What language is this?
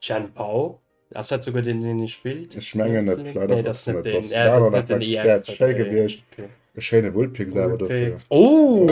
Luxembourgish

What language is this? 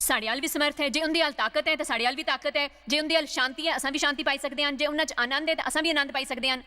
Dogri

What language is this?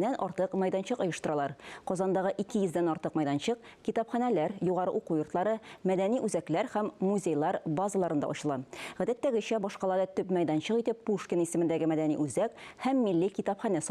Tatar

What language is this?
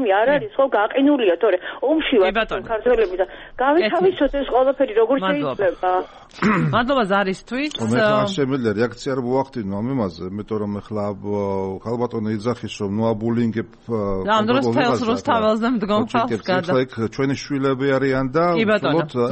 Georgian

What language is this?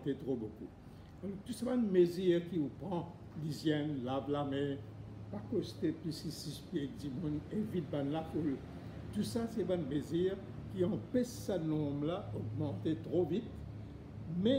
Morisyen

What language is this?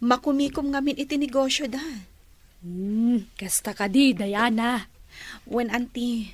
Iloko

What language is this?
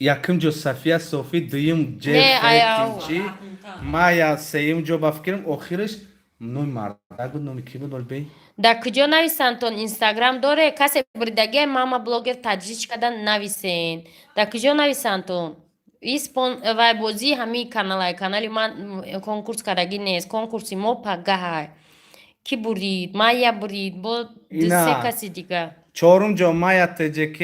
Tajik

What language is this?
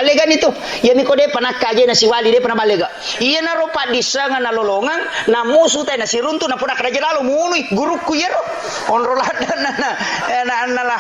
Buginese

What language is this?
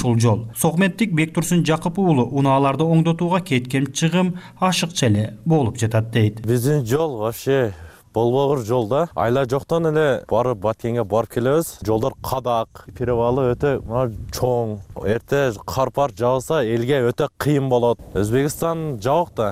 Kyrgyz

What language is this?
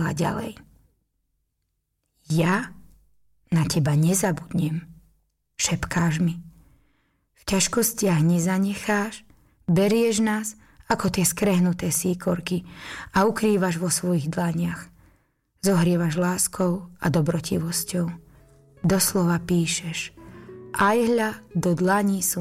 Slovak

